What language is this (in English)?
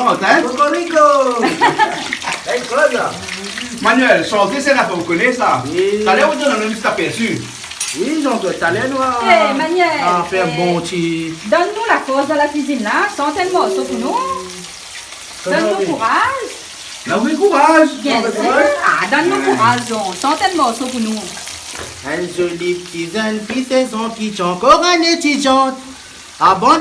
Réunion Creole French